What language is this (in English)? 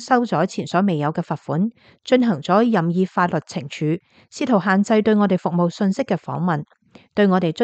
Cantonese